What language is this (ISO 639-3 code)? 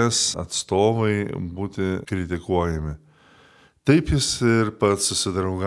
lit